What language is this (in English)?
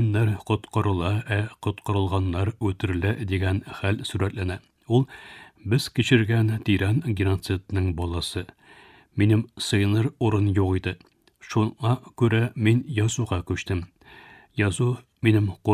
Tatar